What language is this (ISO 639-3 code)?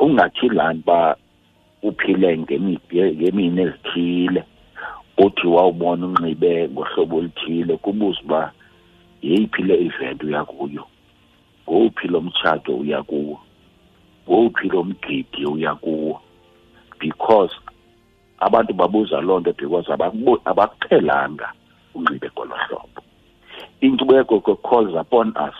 xho